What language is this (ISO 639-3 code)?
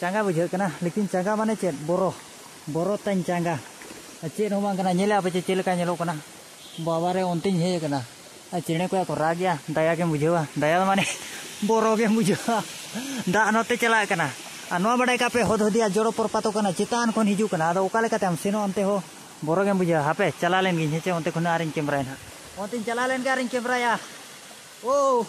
sat